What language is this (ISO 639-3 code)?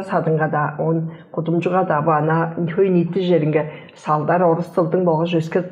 tyv